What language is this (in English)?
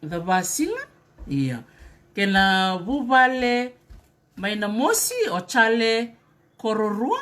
Fijian